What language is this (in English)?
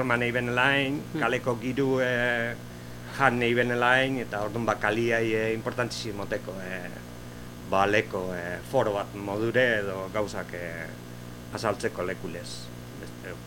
Basque